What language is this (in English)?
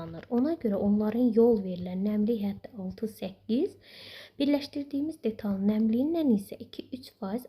Azerbaijani